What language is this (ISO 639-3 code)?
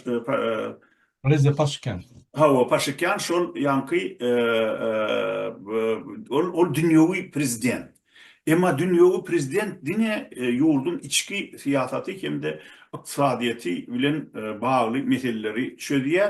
tuk